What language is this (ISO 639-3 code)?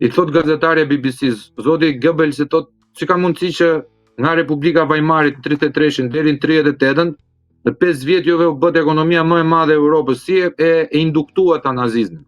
sqi